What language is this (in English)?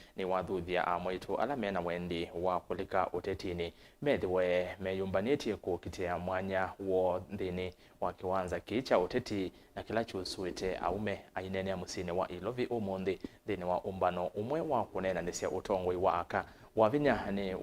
Kamba